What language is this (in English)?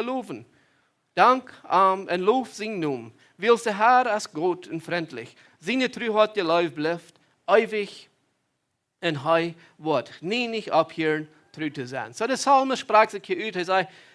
Plautdietsch